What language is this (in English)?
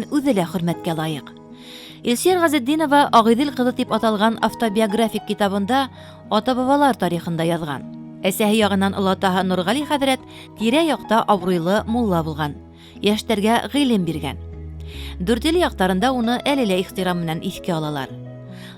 Bashkir